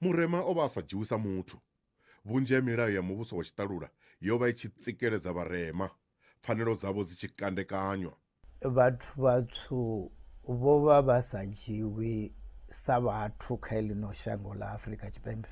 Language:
Venda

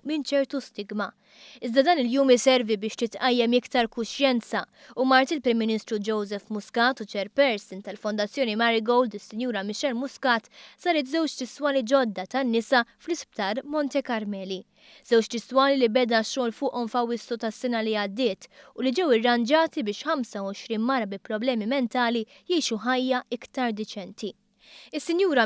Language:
Maltese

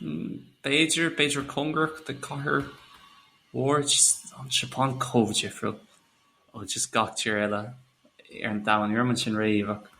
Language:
Irish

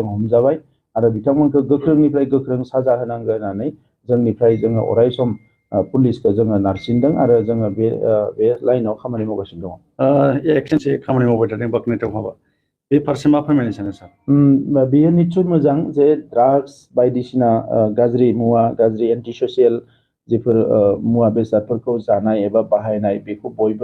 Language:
Bodo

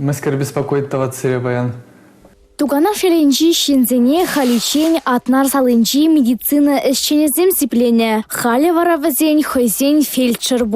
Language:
Chuvash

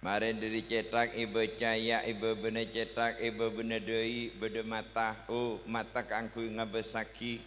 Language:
Madurese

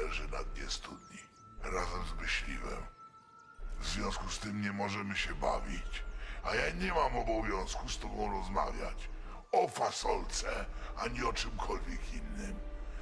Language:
Polish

